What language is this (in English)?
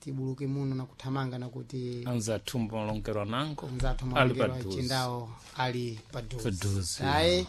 Sena